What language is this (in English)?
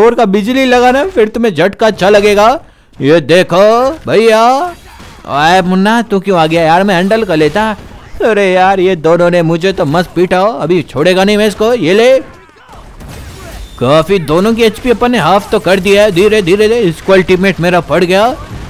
Hindi